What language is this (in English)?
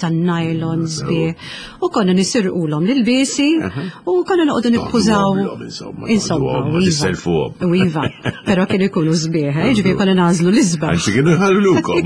Maltese